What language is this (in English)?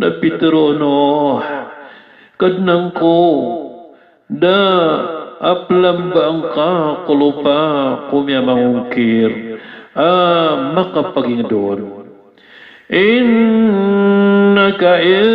Maranao